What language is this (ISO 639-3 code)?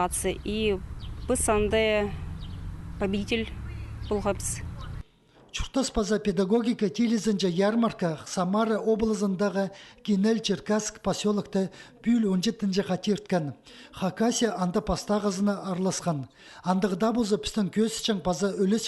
kjh